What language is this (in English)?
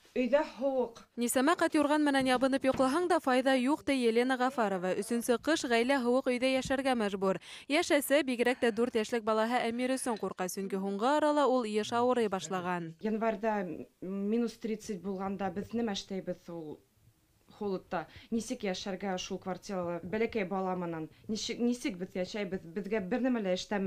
Bashkir